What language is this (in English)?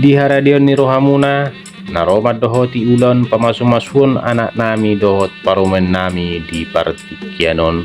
Batak Toba